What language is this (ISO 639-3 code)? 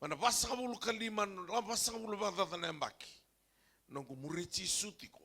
fij